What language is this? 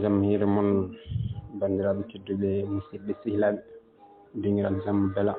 Fula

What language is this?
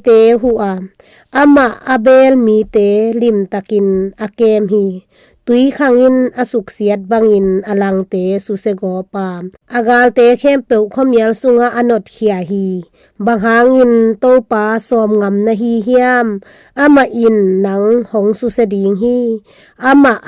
Tedim Chin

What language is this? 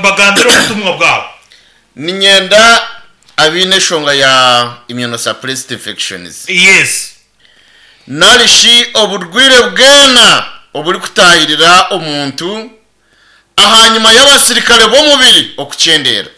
Nyankole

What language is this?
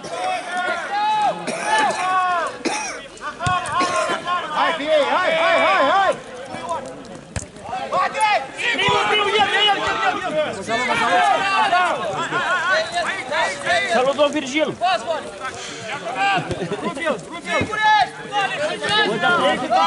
Romanian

